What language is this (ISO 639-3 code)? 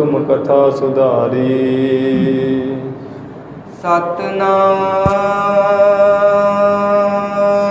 pan